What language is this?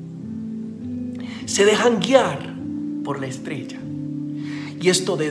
Spanish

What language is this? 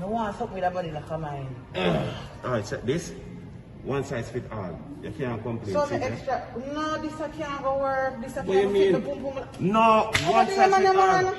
Jamaican Creole English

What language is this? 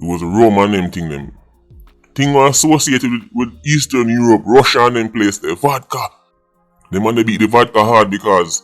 Jamaican Creole English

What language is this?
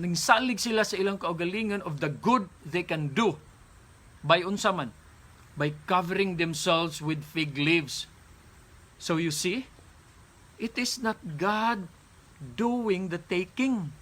Cebuano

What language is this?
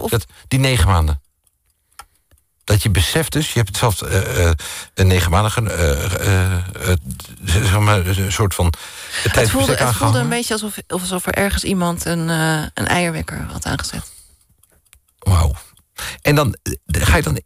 Dutch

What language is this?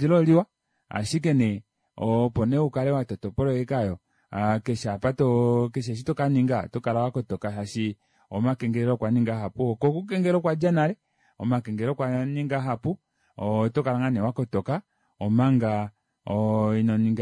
Kuanyama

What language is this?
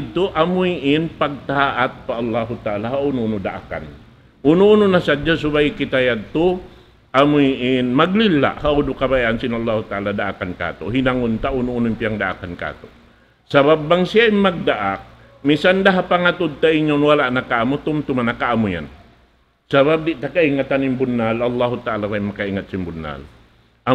Tausug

